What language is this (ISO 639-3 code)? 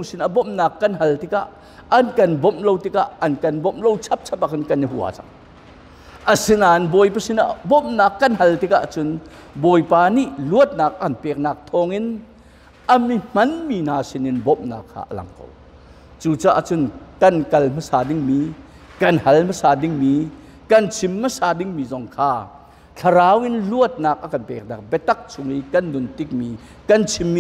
cnh